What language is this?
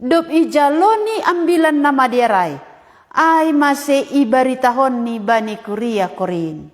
Batak Simalungun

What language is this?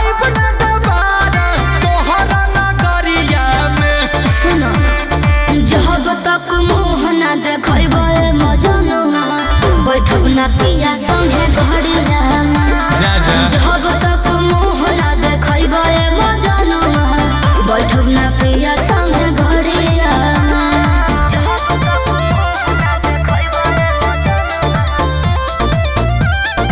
Bhojpuri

